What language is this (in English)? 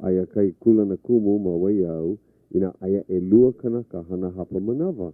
Hawaiian